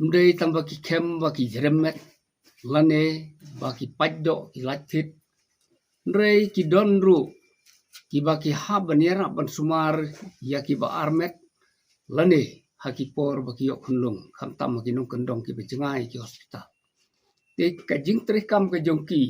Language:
Khasi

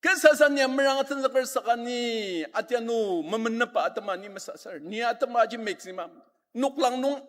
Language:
Ao Naga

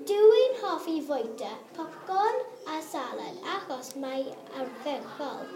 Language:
Welsh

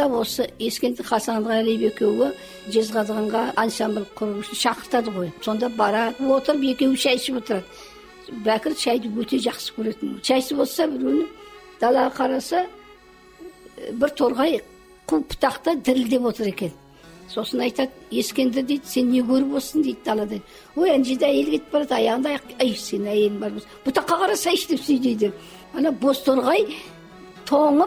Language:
Kazakh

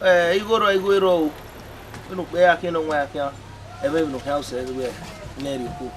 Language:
Bini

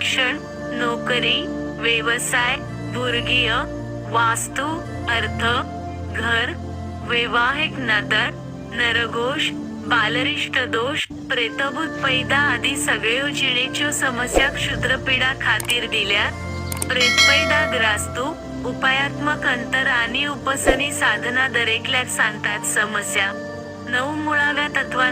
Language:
Konkani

